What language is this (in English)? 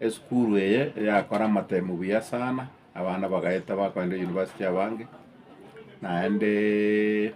Gusii